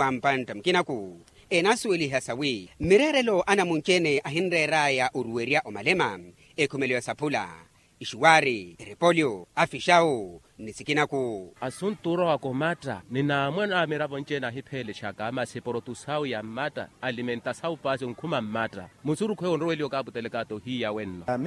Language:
Makhuwa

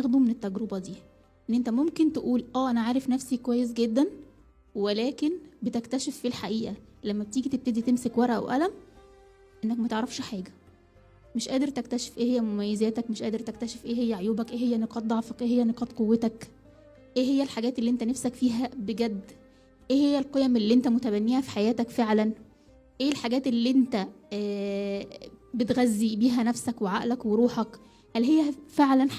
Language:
Egyptian Arabic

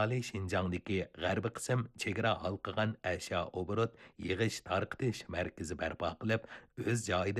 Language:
Uyghur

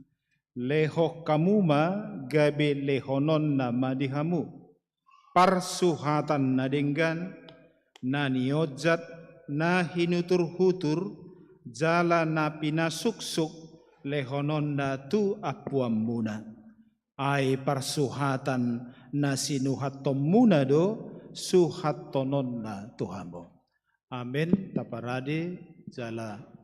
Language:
Batak Toba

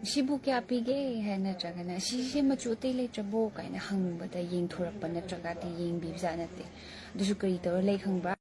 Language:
Manipuri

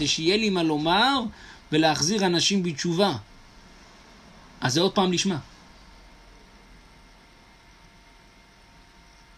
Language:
Hebrew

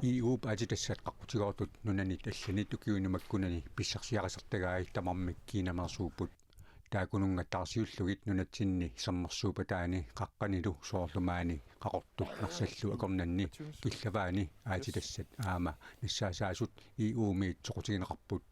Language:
Kalaallisut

